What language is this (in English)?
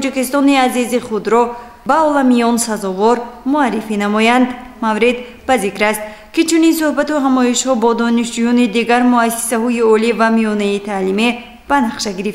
Tajik